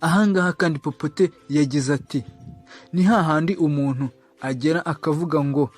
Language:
Kinyarwanda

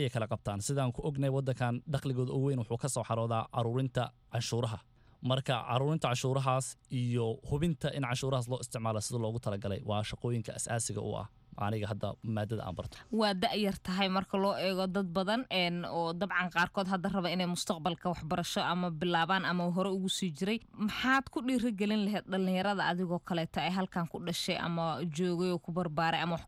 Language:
Somali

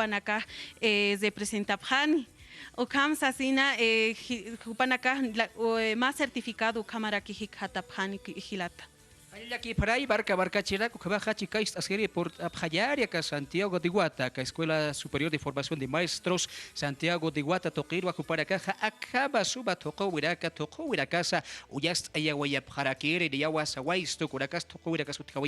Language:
Aymara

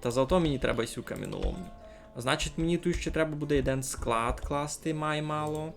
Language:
Rusyn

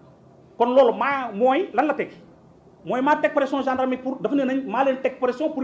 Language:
Wolof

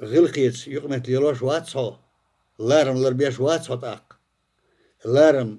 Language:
Chechen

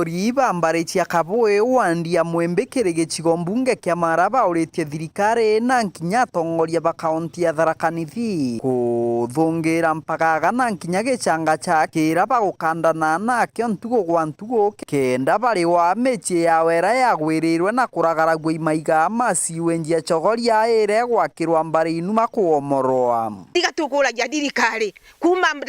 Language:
Meru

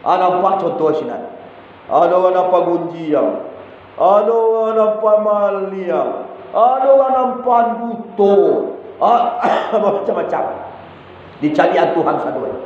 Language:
Minangkabau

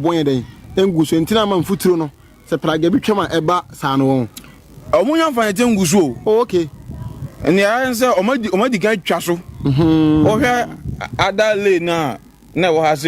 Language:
Akan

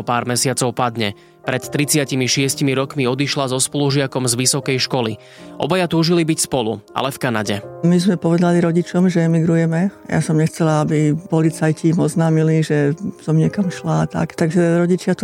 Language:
Slovak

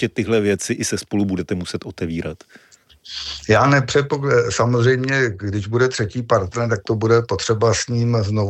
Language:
Czech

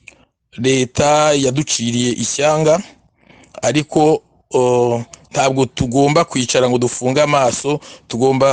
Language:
Kinyarwanda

